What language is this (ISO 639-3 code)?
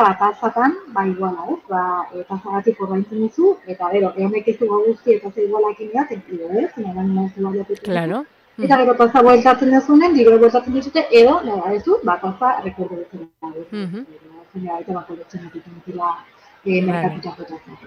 eus